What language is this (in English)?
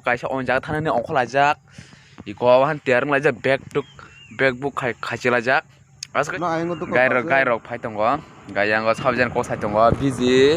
Kok Borok